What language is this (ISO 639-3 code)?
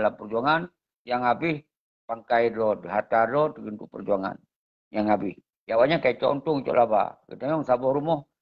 ace